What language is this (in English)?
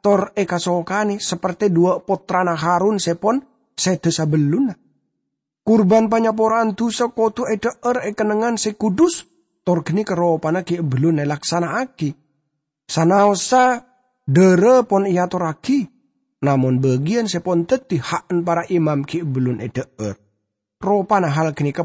Madurese